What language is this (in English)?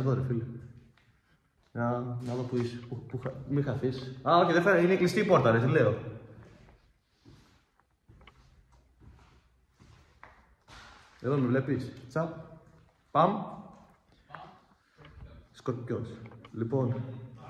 Greek